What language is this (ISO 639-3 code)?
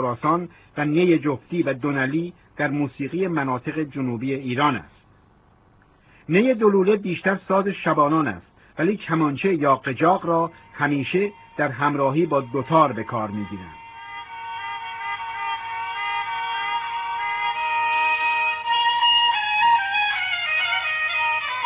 fas